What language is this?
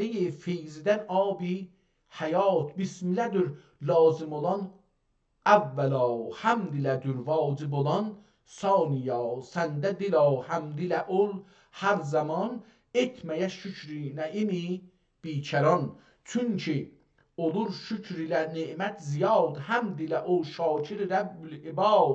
South Azerbaijani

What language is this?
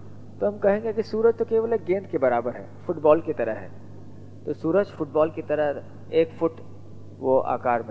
Hindi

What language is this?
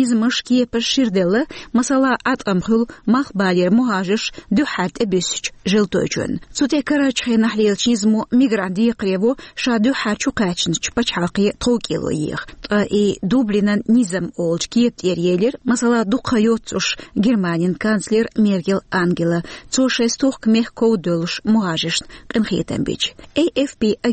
Chechen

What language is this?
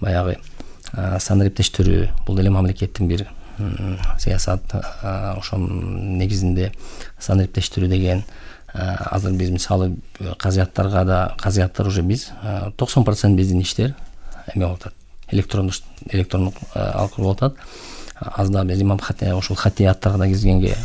Kyrgyz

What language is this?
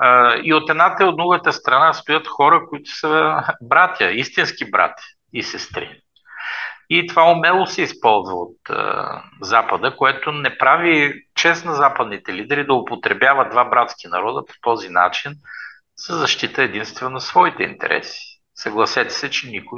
Bulgarian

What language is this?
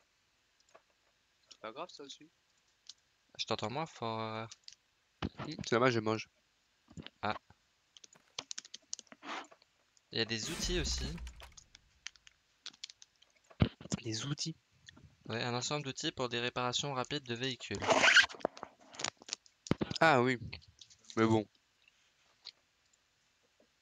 French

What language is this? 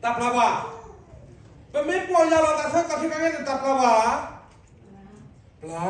S'gaw Karen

